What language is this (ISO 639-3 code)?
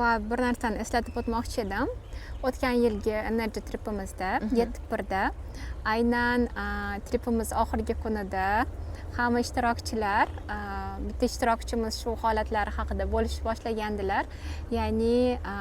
uzb